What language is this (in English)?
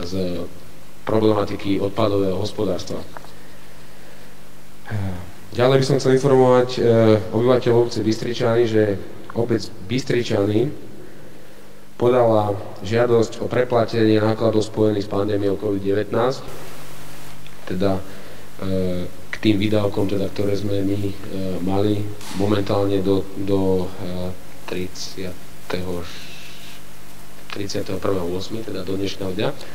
Slovak